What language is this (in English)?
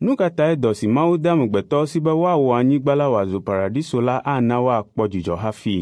Ewe